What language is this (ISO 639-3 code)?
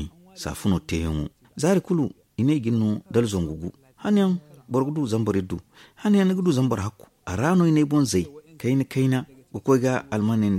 dje